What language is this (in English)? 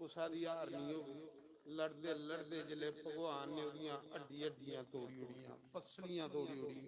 Dogri